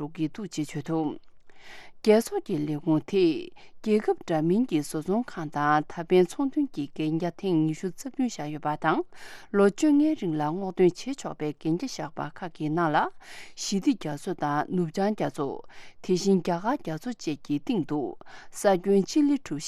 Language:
Tibetan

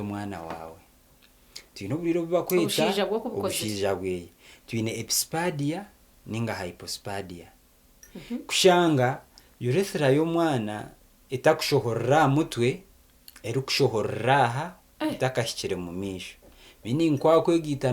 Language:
Nyankole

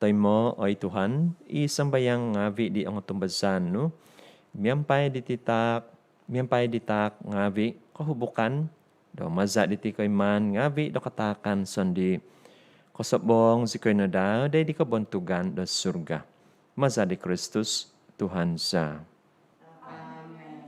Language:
Central Dusun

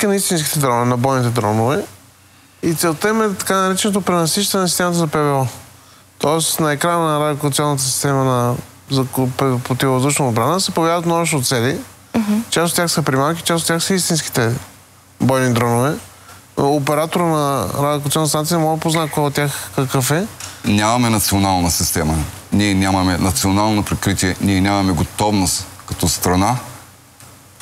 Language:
Bulgarian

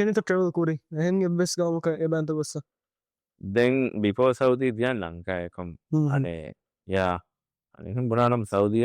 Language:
Divehi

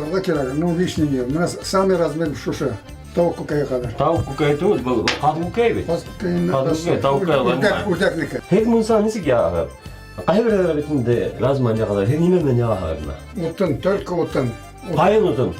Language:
Bashkir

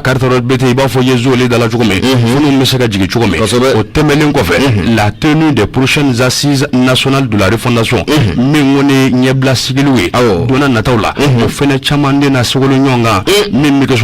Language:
Bambara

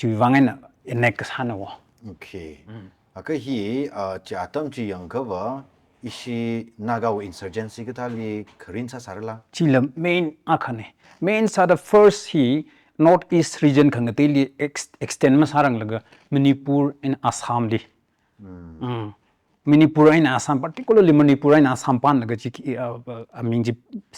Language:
Tangkhul Naga (India)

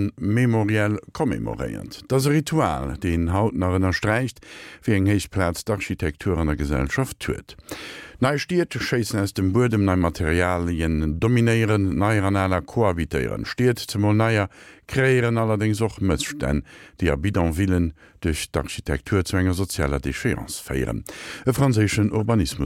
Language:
Luxembourgish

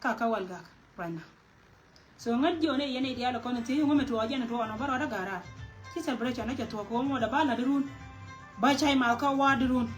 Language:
Nuer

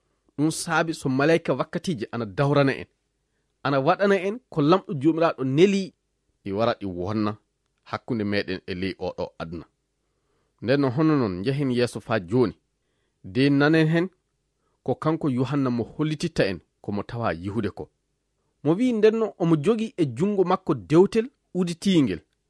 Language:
Fula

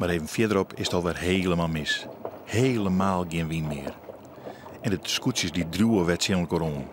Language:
Western Frisian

